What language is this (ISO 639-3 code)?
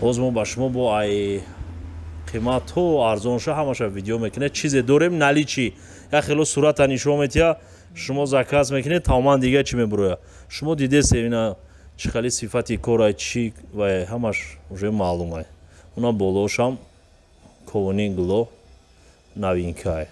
tgk